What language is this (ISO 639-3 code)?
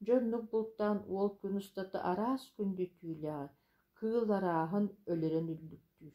sah